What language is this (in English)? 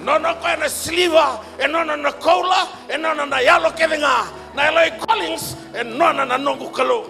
Fijian